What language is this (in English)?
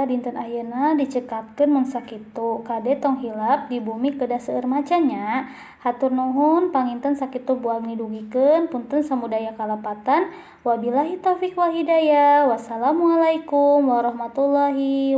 Sundanese